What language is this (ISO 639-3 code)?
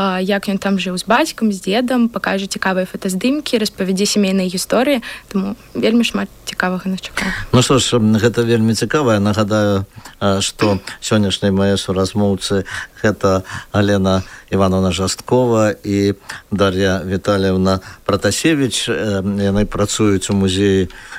bel